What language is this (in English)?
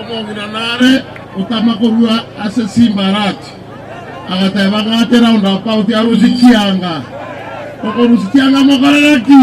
Gusii